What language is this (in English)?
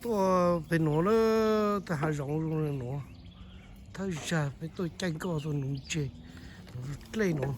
Hmong